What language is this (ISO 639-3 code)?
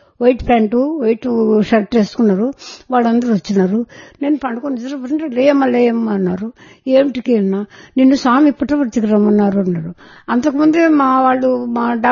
tel